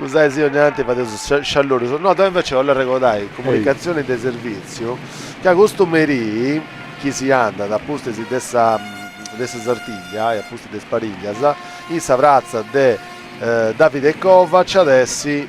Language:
Sardinian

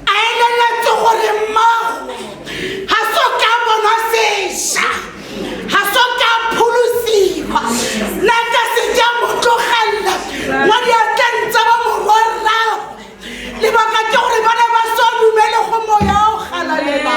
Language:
Tswana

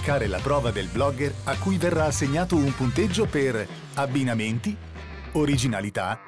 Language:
Italian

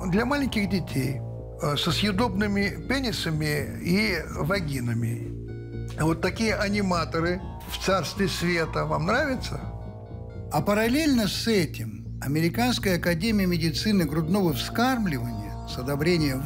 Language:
Russian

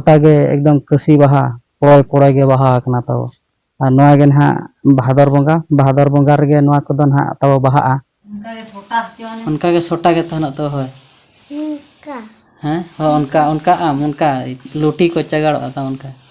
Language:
Santali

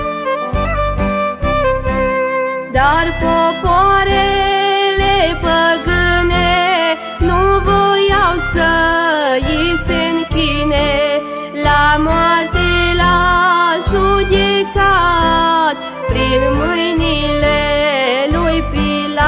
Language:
Romanian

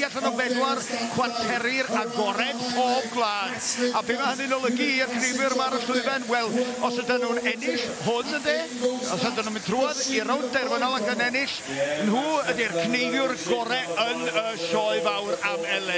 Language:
Welsh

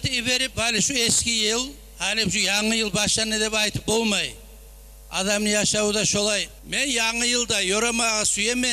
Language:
Kumyk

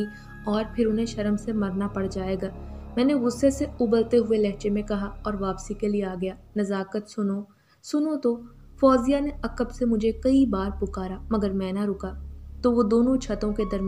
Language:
Urdu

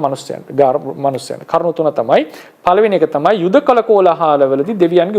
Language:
Sinhala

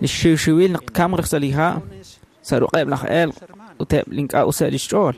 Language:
Kekchí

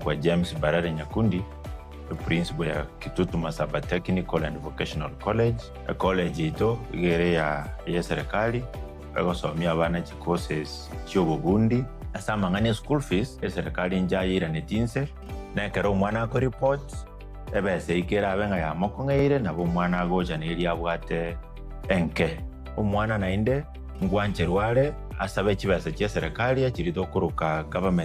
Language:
Gusii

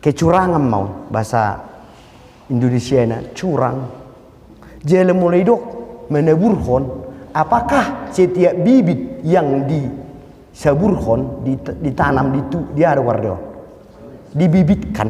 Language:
Batak Toba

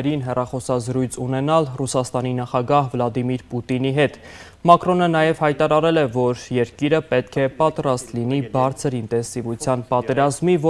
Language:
Armenian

